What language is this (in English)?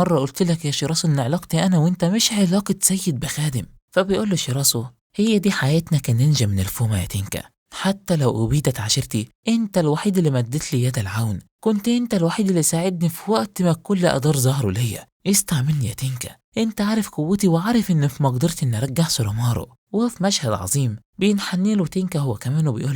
Egyptian Arabic